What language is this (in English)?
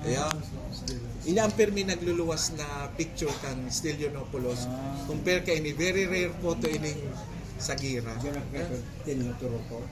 Bikol